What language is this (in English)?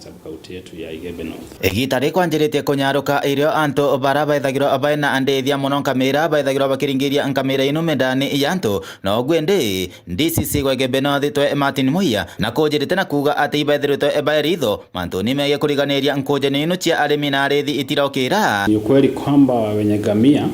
Meru